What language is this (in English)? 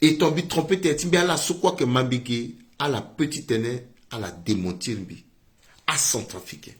Sango